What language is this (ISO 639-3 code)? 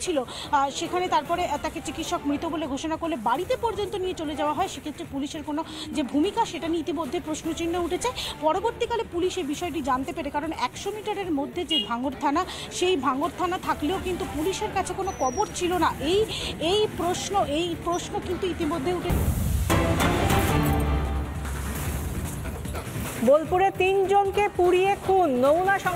ben